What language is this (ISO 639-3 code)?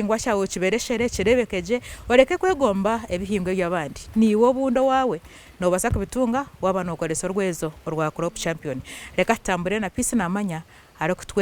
nyn